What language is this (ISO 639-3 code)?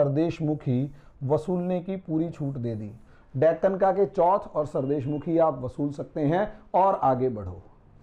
hin